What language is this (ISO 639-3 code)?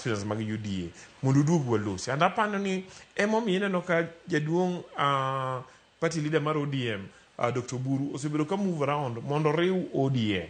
luo